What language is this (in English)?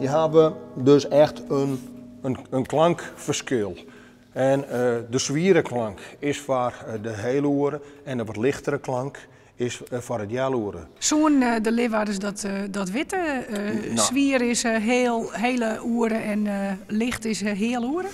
Western Frisian